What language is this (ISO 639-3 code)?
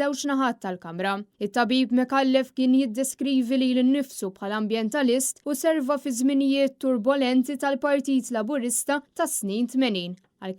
mlt